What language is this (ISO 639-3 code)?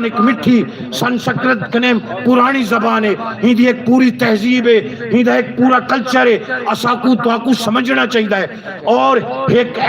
skr